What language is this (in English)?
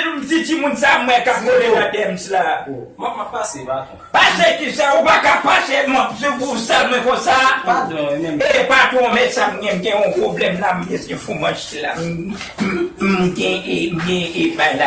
Haitian Creole